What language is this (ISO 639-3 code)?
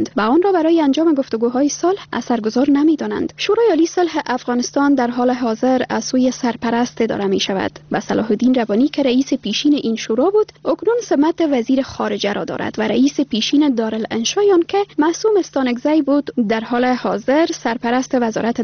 fas